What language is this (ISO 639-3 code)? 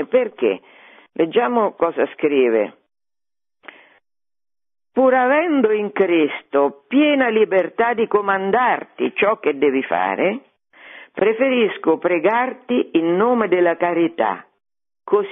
ita